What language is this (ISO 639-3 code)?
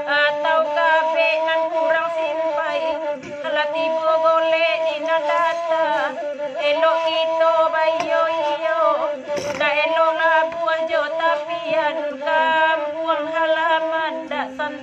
min